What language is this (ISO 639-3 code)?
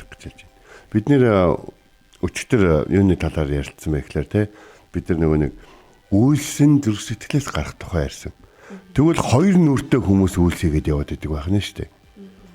mon